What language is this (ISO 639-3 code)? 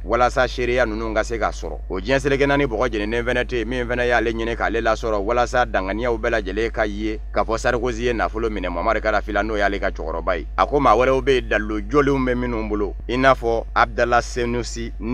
bam